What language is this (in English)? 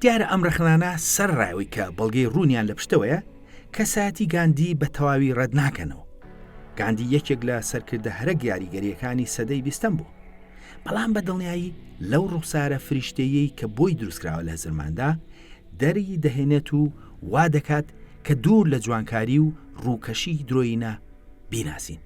Central Kurdish